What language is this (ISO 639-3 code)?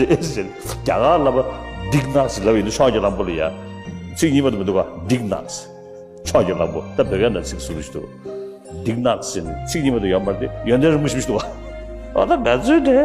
bod